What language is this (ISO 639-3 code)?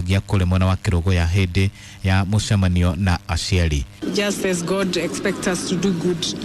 kik